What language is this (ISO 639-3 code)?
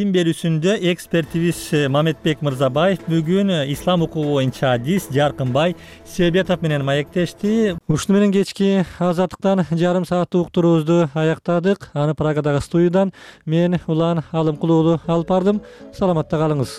kir